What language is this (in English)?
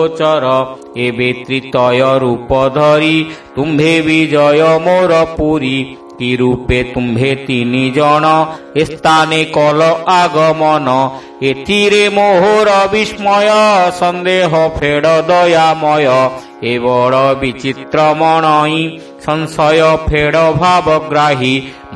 Odia